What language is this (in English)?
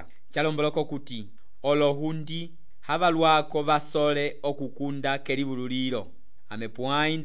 Umbundu